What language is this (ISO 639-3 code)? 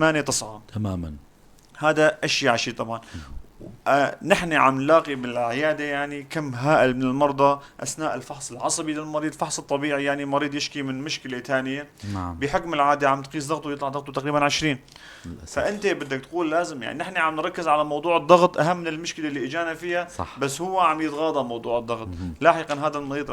apc